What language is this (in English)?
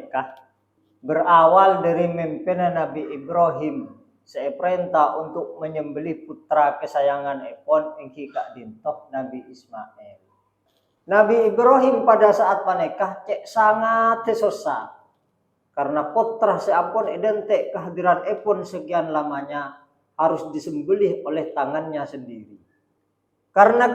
Madurese